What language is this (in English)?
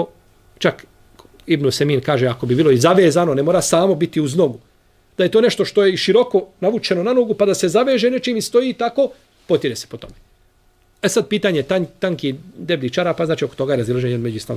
Bosnian